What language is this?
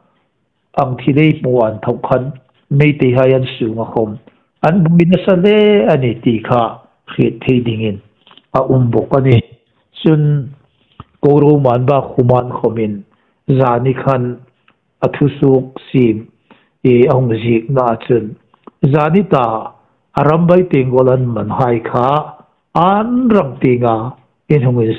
Hmar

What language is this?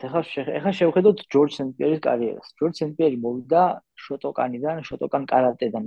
Georgian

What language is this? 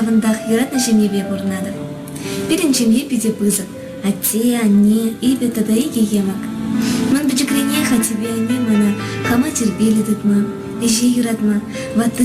Chuvash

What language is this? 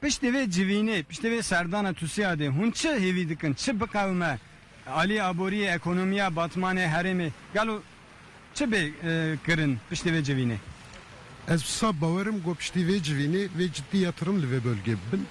Kurdish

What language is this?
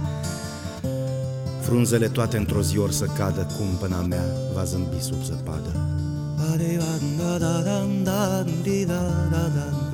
Romanian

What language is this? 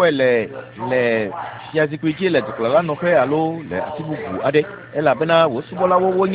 Ewe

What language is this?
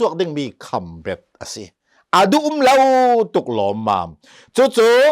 Hakha Chin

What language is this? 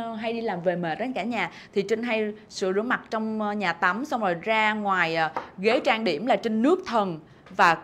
Vietnamese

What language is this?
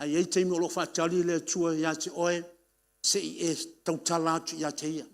Samoan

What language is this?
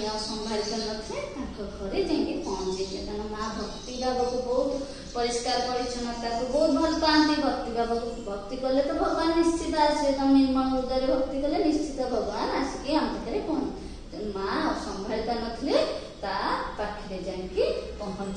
Odia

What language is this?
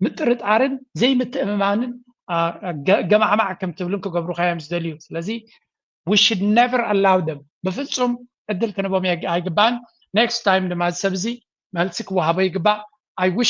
Tigrinya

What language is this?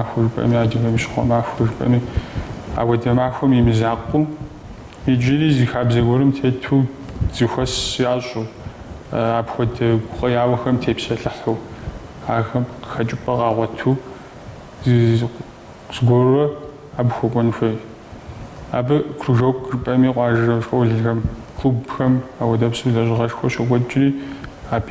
Kabardian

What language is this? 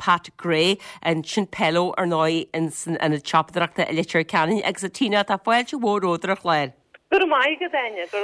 Irish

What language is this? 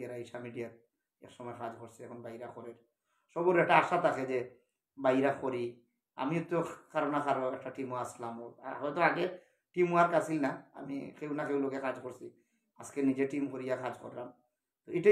Sylheti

